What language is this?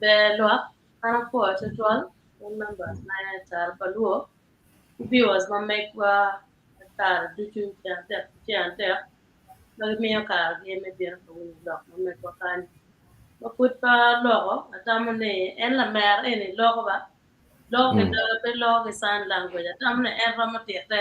Acoli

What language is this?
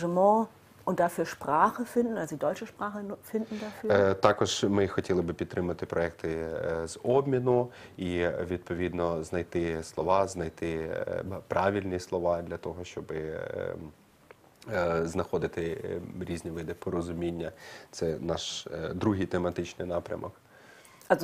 Ukrainian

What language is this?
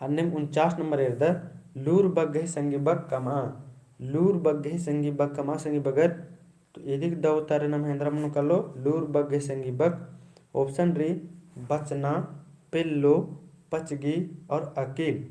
Kurukh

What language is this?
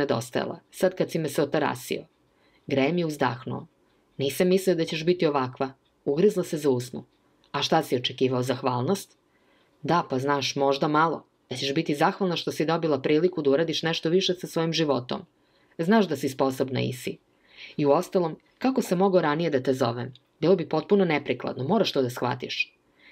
Serbian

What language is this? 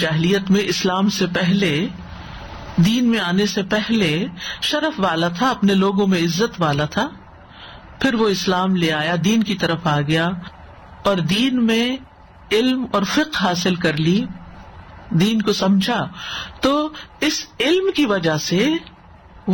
Urdu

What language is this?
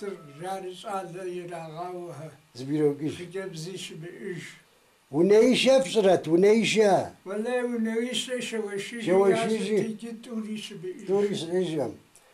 Kabardian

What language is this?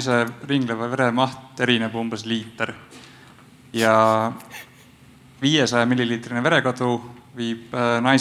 Estonian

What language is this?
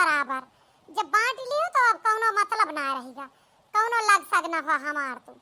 Awadhi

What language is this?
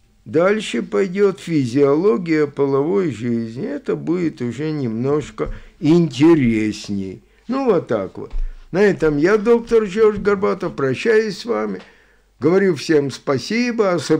Russian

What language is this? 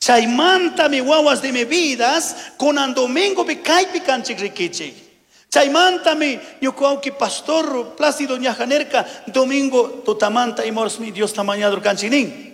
Chimborazo Highland Quichua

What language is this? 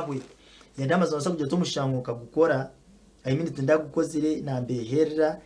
Nyankole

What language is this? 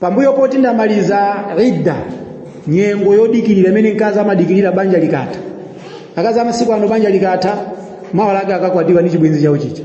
Nyanja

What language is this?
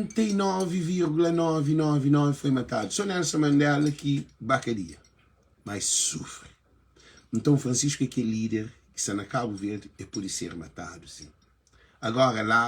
Kabuverdianu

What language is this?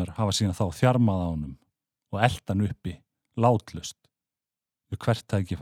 Icelandic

